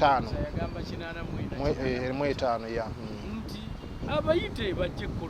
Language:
Ganda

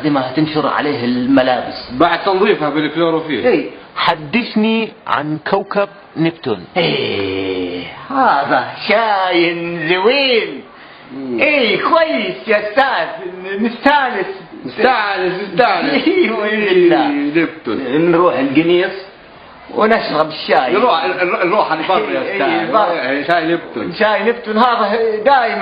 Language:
North Levantine Arabic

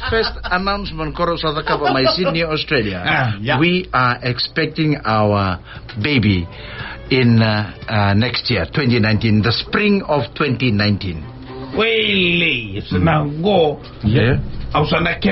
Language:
Fijian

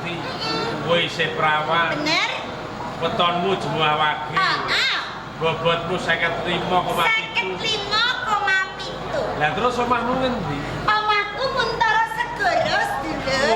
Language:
Javanese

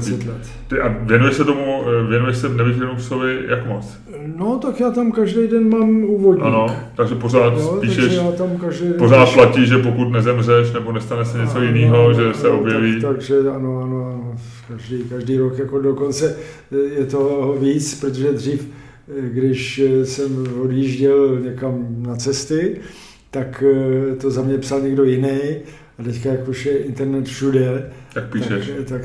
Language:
Czech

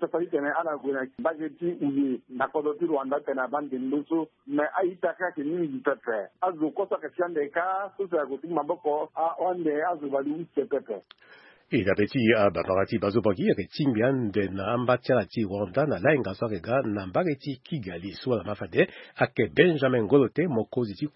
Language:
Sango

